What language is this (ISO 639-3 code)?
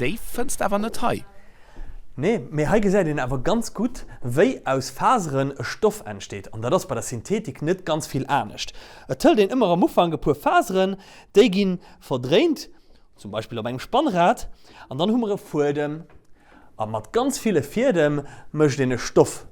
ltz